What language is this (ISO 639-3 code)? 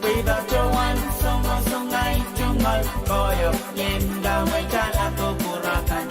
pon